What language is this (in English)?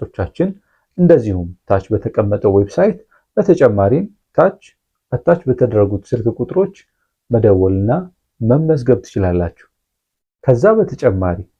Amharic